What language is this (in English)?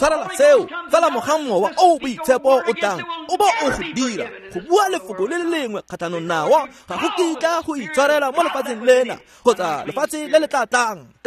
Tswana